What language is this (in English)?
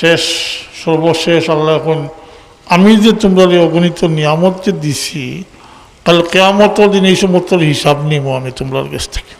Sylheti